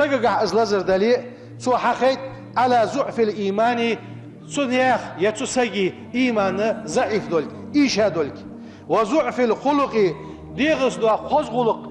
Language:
Ingush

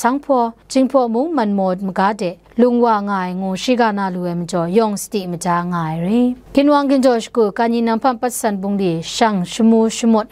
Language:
Kachin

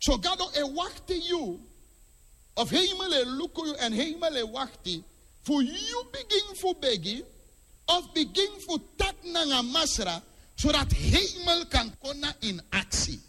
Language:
Sranan Tongo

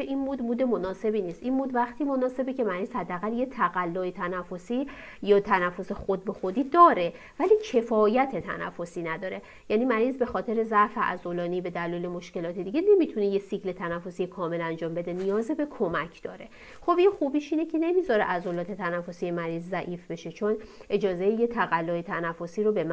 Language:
Persian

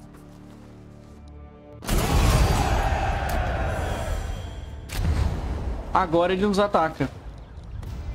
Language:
Portuguese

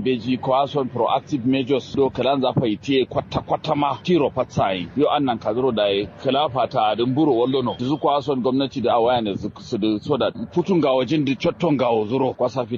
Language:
Kanuri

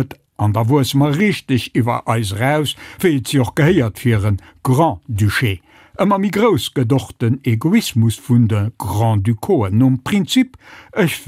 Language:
Luxembourgish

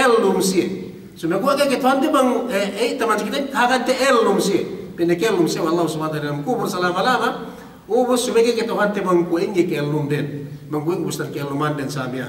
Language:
Yakan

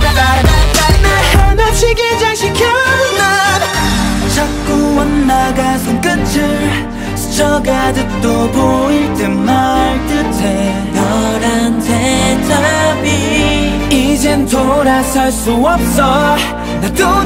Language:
Korean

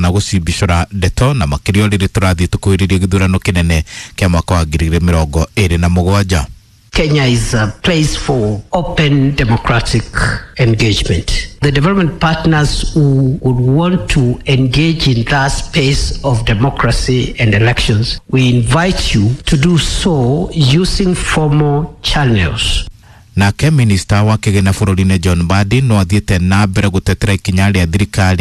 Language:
Kikuyu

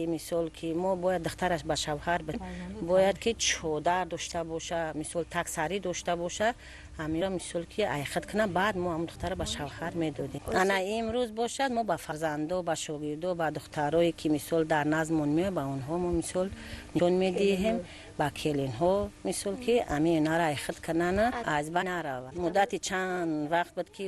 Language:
Tajik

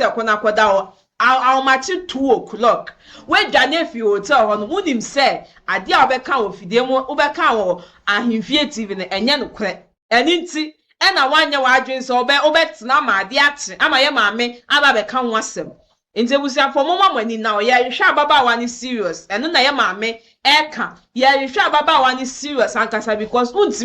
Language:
Akan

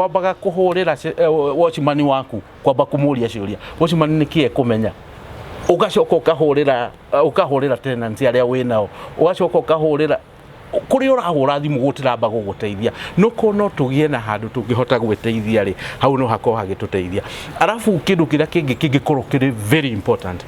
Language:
Kikuyu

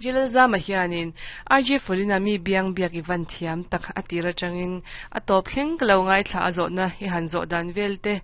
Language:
Mizo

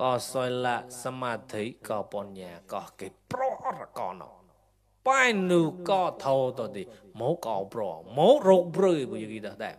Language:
Mon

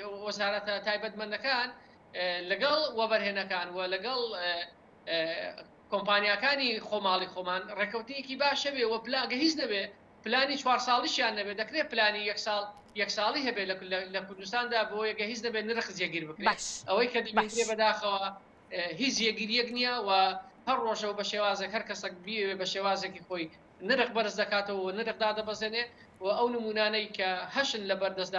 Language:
Central Kurdish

